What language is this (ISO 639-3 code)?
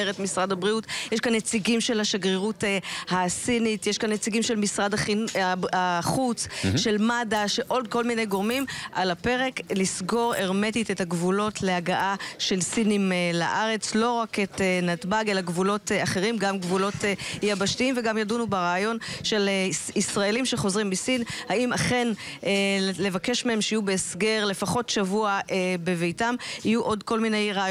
heb